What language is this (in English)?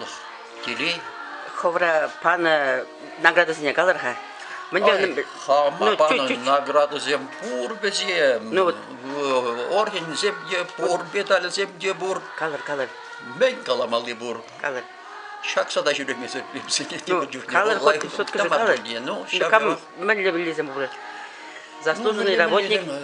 Chuvash